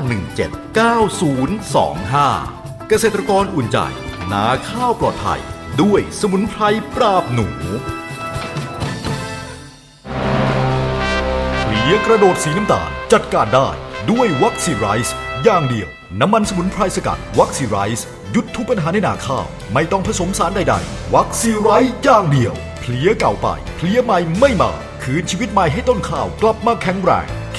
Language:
Thai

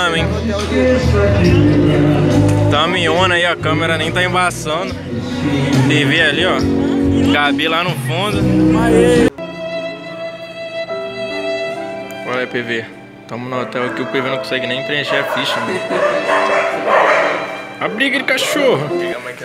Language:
Portuguese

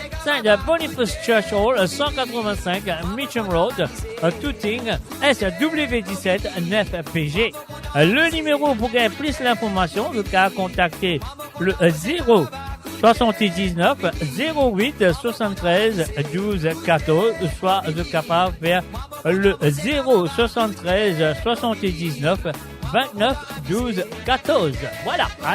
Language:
Morisyen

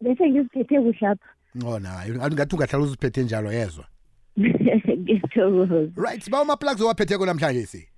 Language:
South Ndebele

